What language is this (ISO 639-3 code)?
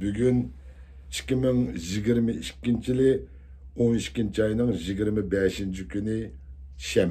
uig